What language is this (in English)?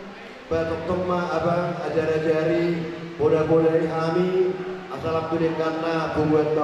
Batak Toba